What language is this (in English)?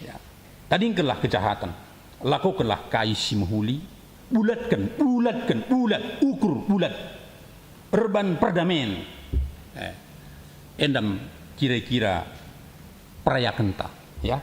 Batak Karo